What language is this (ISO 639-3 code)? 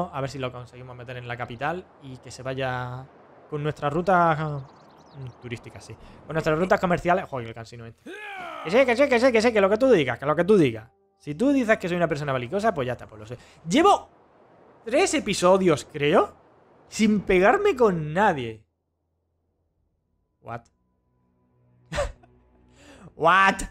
spa